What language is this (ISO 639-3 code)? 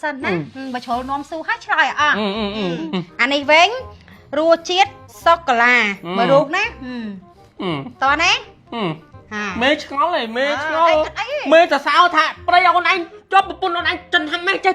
khm